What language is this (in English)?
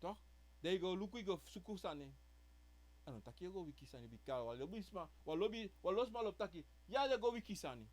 Sranan Tongo